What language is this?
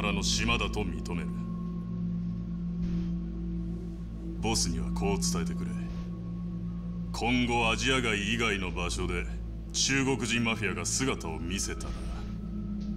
Japanese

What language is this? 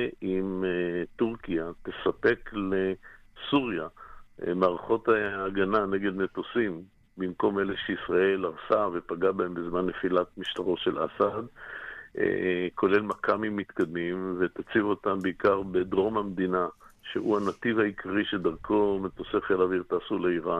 Hebrew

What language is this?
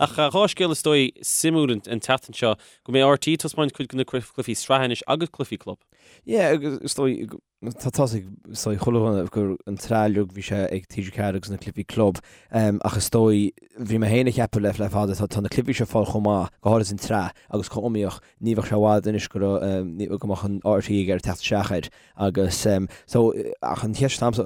Irish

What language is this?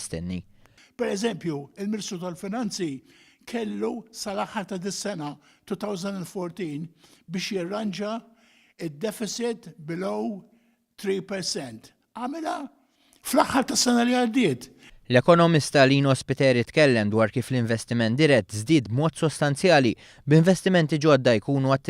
Maltese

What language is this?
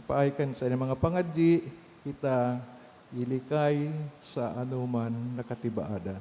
Bikol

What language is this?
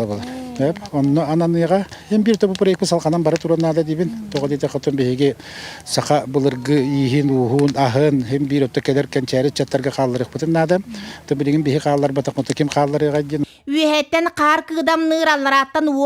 Yakut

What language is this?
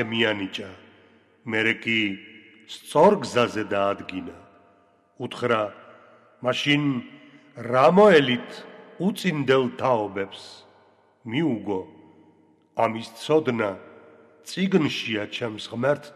Georgian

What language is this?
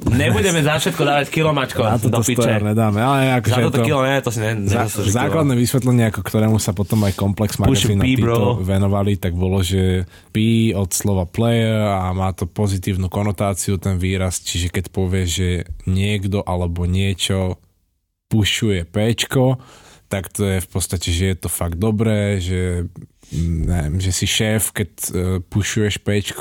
Slovak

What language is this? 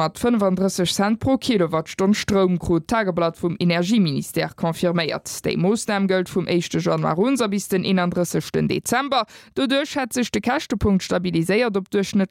Luxembourgish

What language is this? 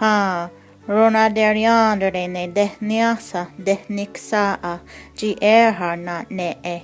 Mohawk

